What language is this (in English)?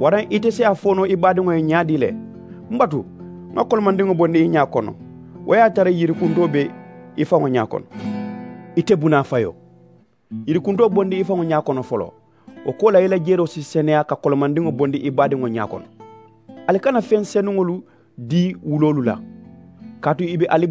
Mandingo